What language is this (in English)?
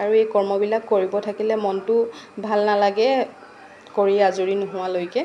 Assamese